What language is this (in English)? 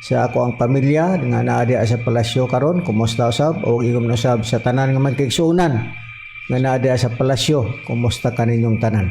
Cebuano